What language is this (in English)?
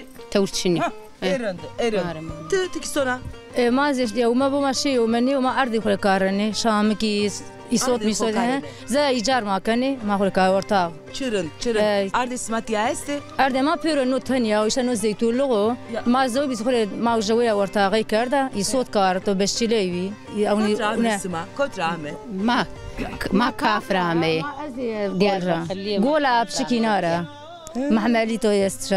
Zaza